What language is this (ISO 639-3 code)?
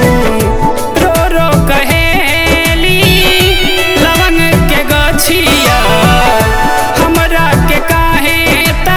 bho